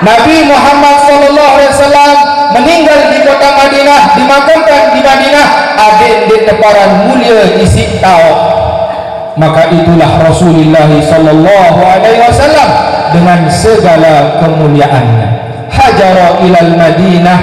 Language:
Sasak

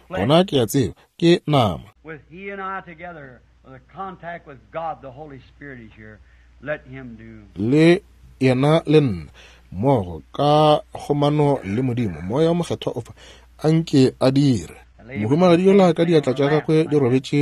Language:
Northern Sotho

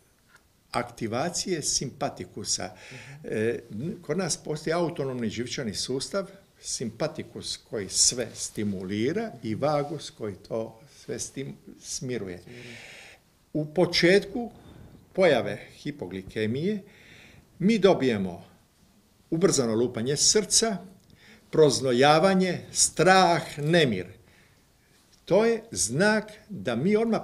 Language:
Croatian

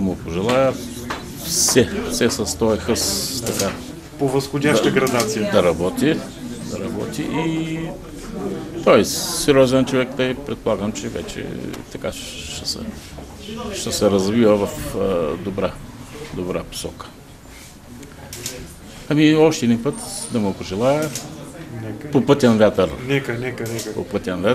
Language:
Bulgarian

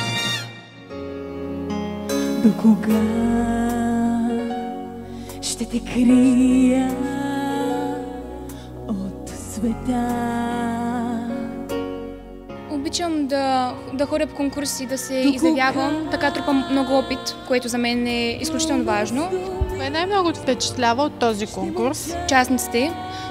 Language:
Bulgarian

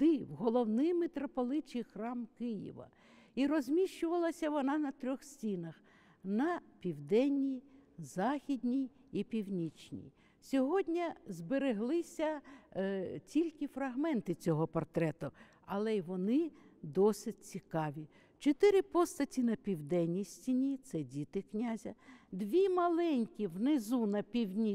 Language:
Ukrainian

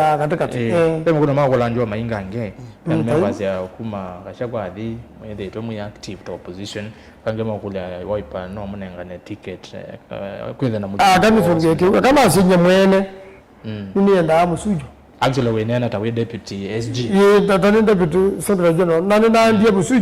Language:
Kamba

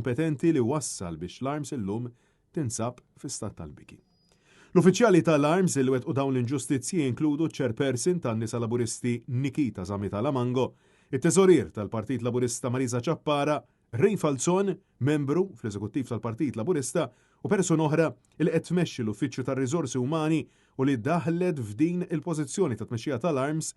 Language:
Maltese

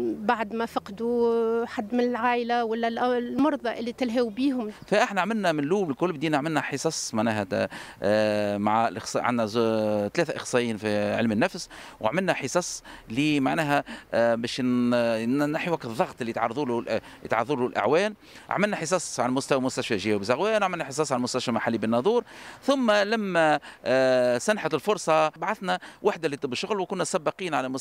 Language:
Tunisian Arabic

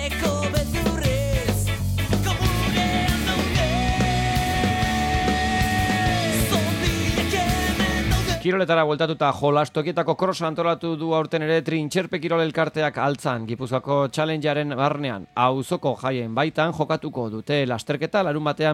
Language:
Basque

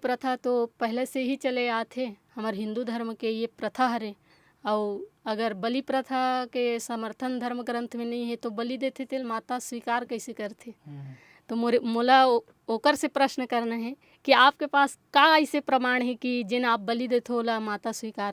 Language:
Chhattisgarhi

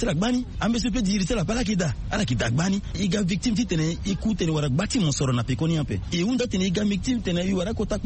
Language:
Sango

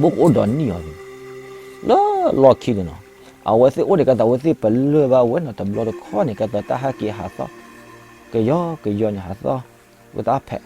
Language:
S'gaw Karen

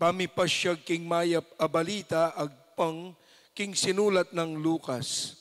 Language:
Pampanga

